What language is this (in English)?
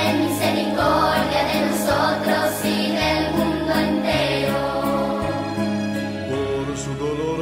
Spanish